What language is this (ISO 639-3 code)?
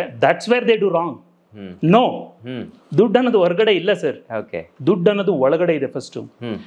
kan